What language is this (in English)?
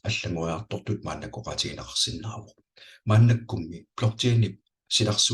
Kalaallisut